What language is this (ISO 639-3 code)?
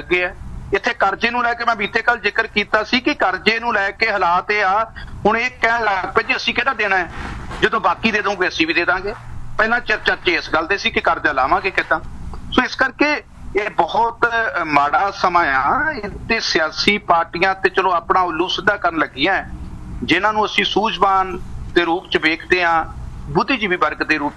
pan